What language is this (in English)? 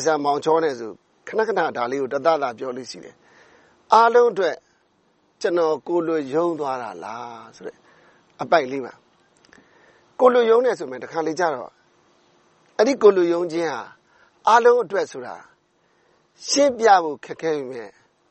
Burmese